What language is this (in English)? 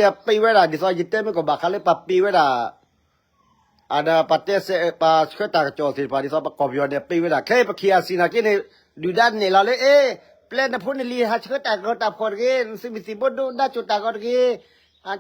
S'gaw Karen